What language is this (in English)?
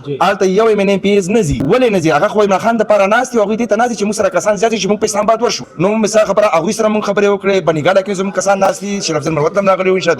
Pashto